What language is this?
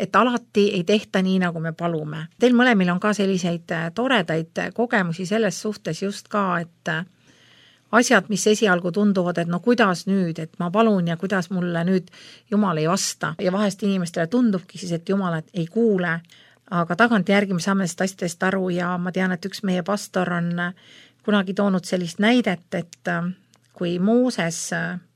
Estonian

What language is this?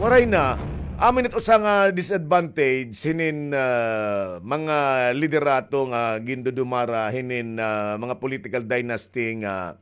Waray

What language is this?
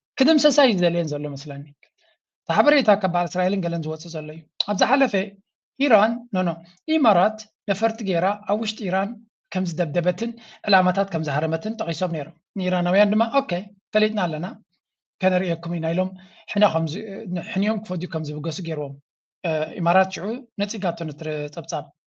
Tigrinya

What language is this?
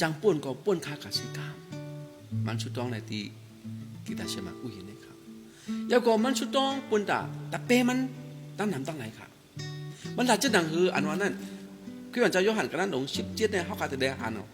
Shan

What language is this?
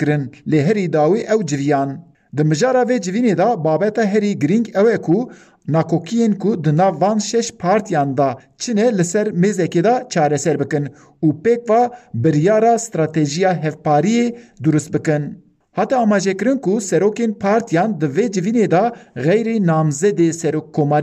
Kurdish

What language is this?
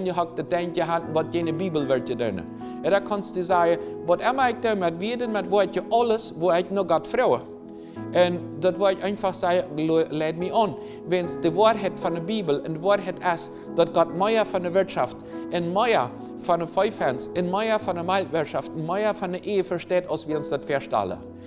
Plautdietsch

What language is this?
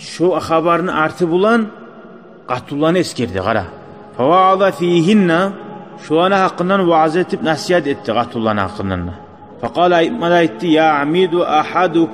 Kumyk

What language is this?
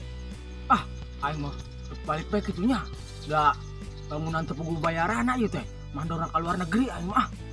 Sundanese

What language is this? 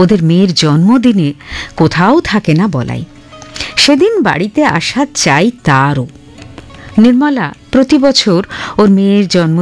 Bangla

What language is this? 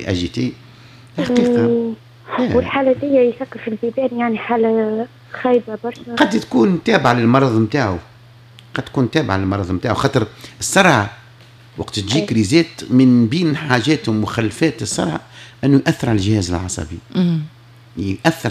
Tunisian Arabic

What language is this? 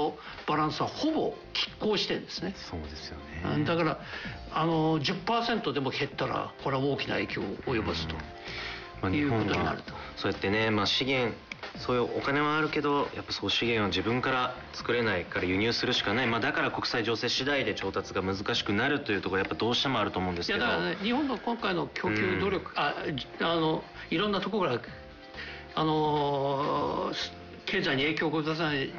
Japanese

